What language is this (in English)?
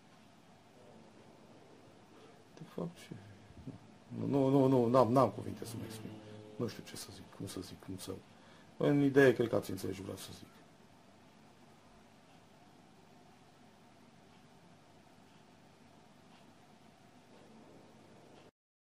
Romanian